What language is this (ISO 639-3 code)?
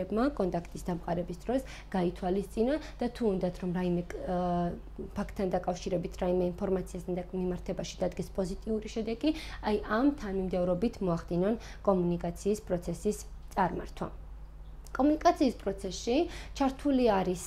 kat